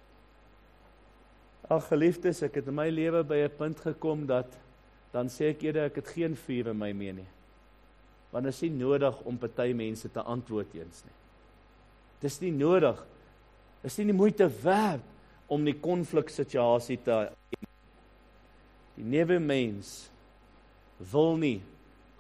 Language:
Afrikaans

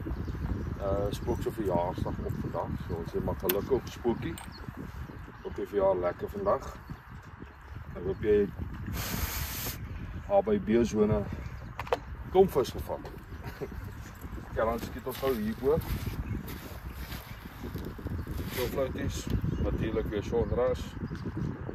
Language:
Afrikaans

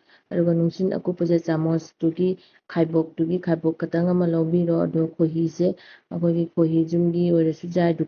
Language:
Manipuri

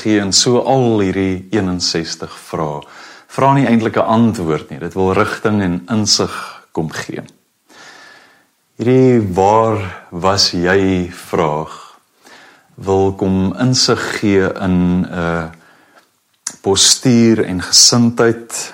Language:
Afrikaans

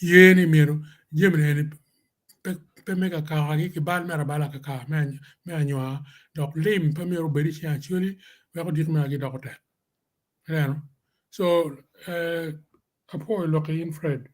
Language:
Acoli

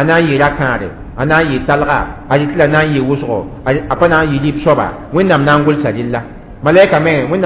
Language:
Mossi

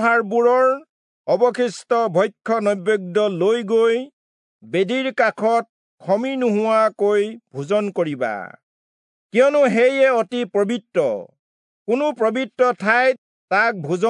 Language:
Assamese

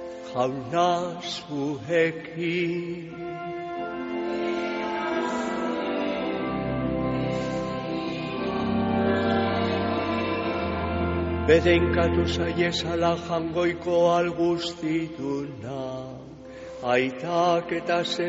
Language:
Basque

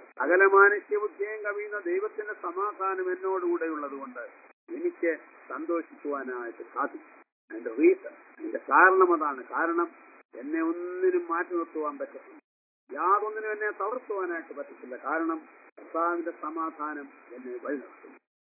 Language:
Malayalam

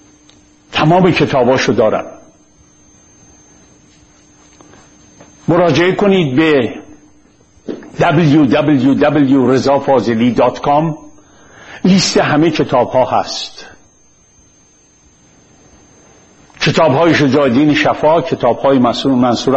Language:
Persian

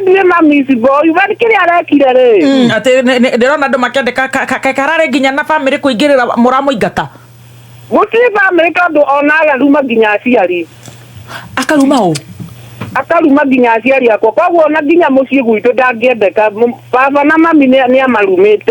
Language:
Kikuyu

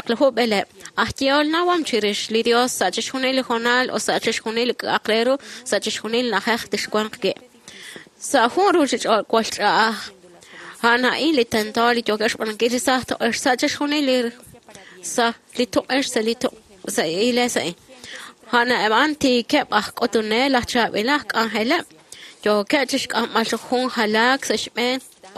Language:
Kekchí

